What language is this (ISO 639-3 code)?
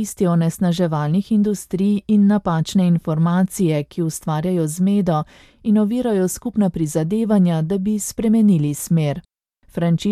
slv